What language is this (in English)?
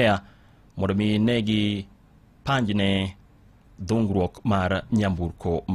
Luo (Kenya and Tanzania)